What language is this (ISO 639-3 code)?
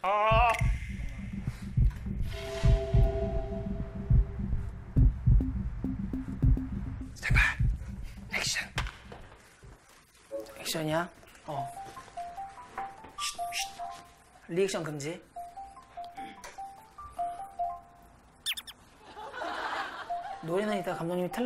kor